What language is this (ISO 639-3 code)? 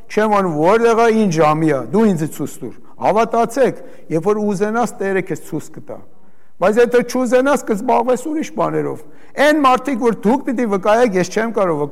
hye